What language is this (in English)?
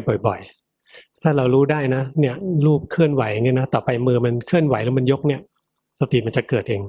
Thai